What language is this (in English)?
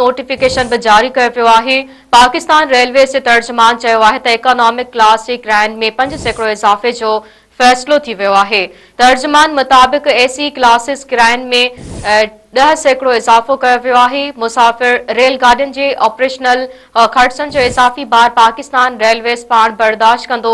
Sindhi